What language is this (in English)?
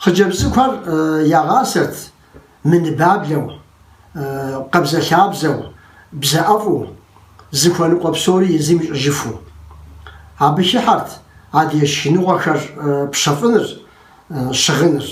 Kabardian